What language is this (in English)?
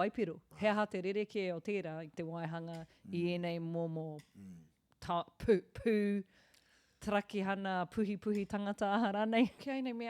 Māori